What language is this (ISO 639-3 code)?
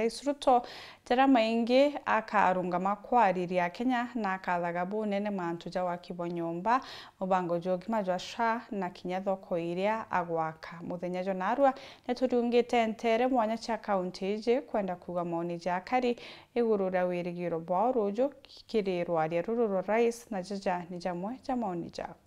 mer